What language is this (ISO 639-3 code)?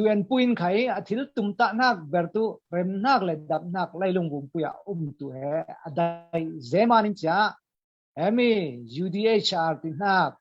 cfm